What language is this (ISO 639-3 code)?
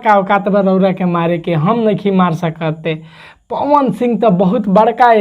bho